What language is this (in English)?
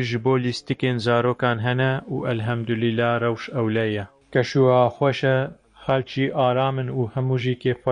Kurdish